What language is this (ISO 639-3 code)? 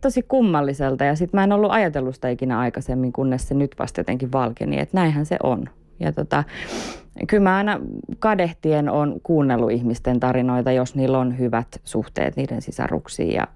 fin